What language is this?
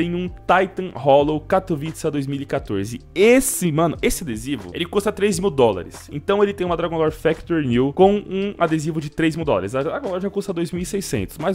Portuguese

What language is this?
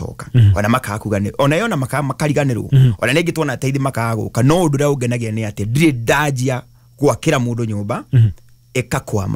Kikuyu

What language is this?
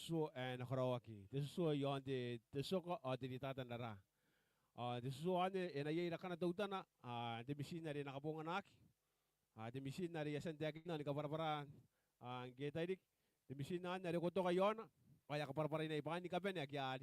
Gilbertese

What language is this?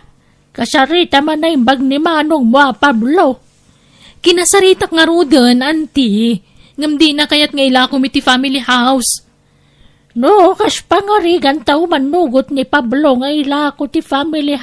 Iloko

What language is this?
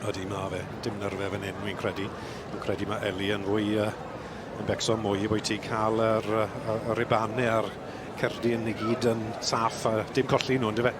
Welsh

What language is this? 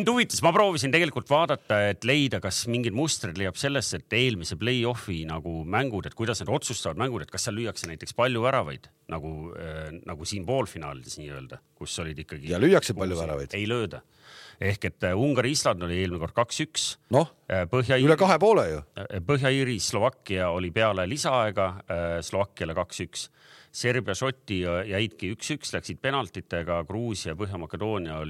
Estonian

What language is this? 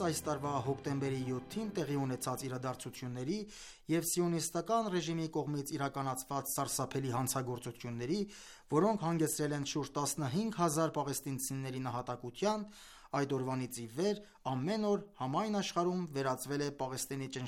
Armenian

